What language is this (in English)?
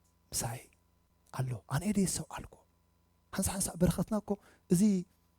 Tigrinya